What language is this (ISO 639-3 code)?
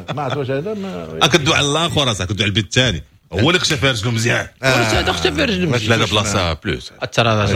ary